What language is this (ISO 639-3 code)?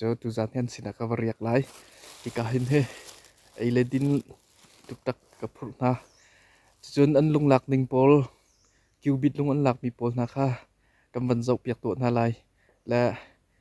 cnh